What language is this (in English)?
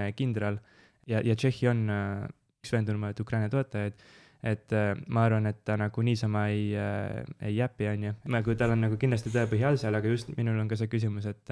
Estonian